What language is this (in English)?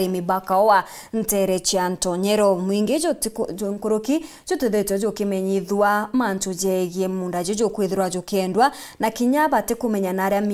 Meru